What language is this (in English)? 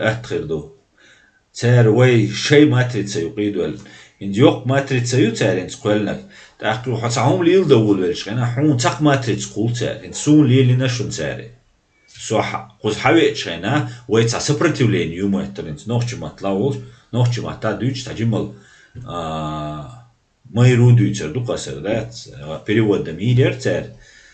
Chechen